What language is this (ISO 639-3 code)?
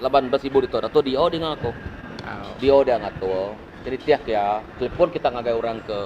iba